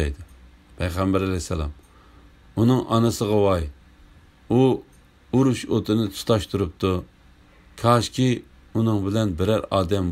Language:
Uyghur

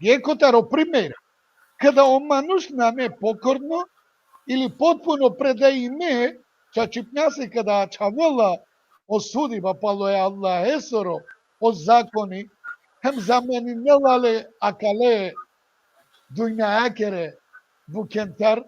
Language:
Balkan Romani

